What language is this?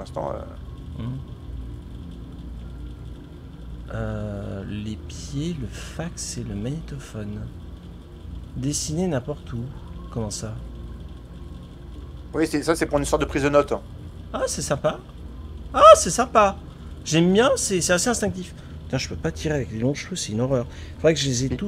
French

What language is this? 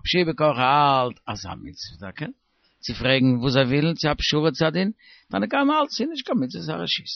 Yiddish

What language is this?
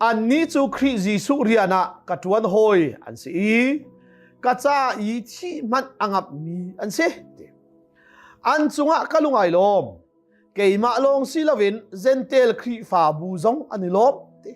Hakha Chin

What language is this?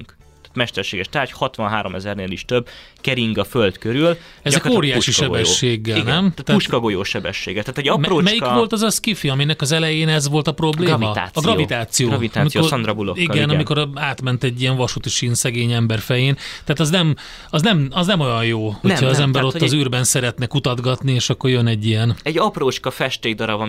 Hungarian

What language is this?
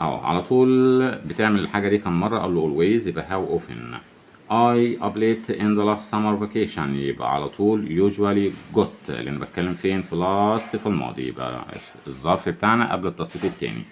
Egyptian Arabic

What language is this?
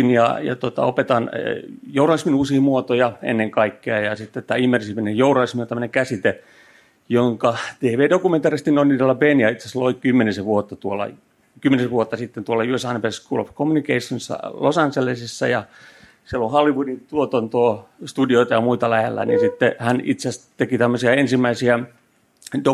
Finnish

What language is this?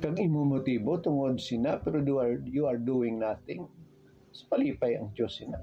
Hiligaynon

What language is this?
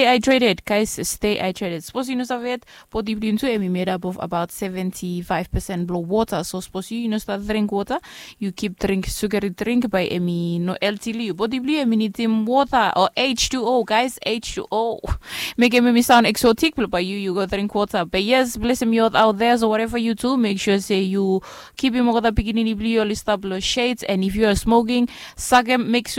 Bislama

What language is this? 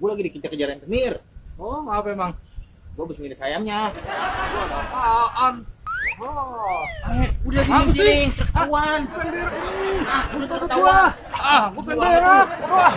Betawi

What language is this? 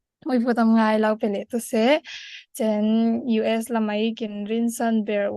Falam Chin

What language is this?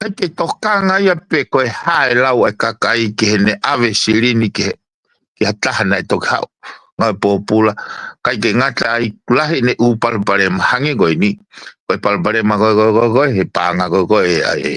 Tongan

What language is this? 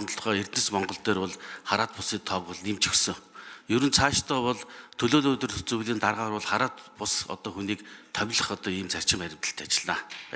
Mongolian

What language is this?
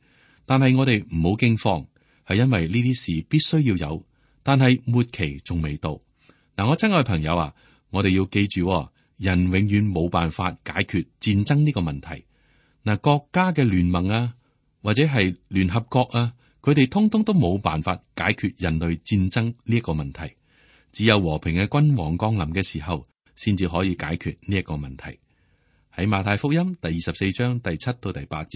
Cantonese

